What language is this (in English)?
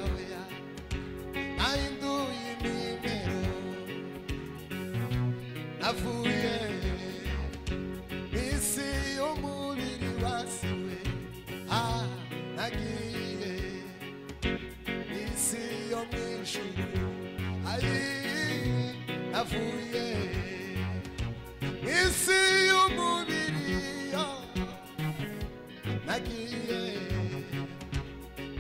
Kinyarwanda